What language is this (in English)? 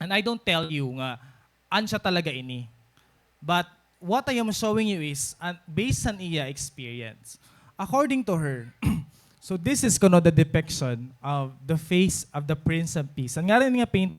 Waray